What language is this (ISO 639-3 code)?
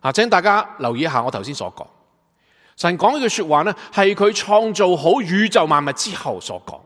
yue